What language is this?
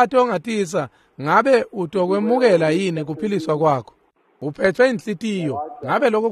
Swati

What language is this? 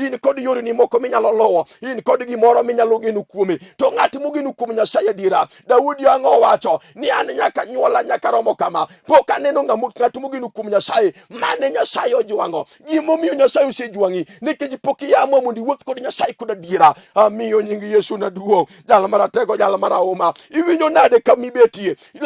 Luo (Kenya and Tanzania)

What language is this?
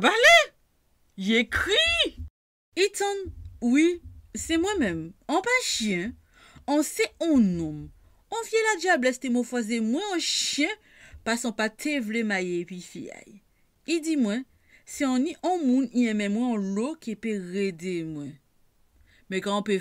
Guadeloupean Creole French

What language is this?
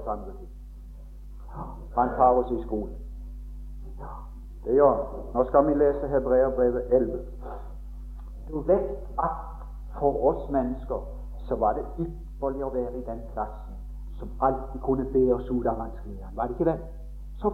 Norwegian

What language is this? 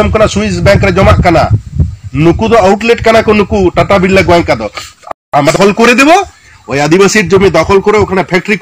Santali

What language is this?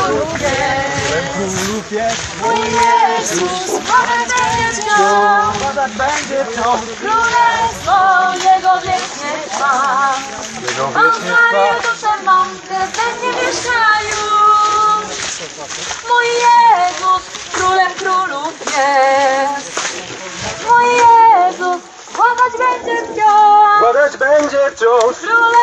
Polish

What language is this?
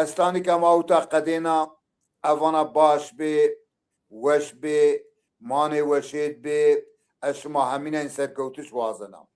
Zaza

